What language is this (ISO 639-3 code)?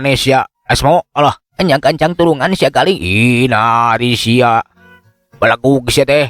sun